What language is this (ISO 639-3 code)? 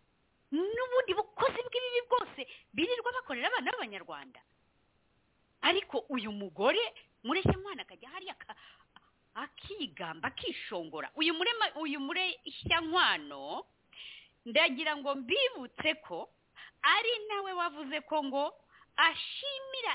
kin